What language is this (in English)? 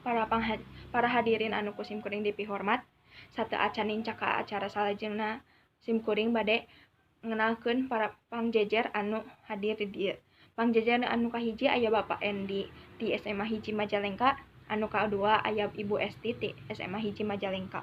Sundanese